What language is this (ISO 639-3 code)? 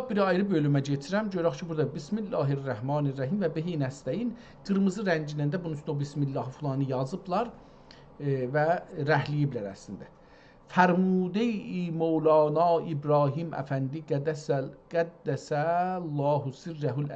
azb